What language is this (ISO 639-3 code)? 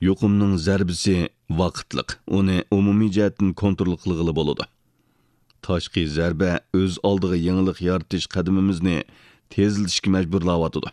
uig